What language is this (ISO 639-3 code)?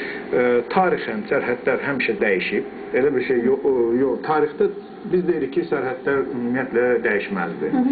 aze